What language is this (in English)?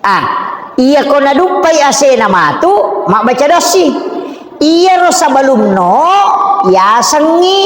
Buginese